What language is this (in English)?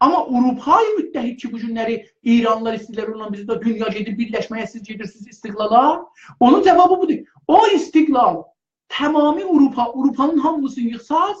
South Azerbaijani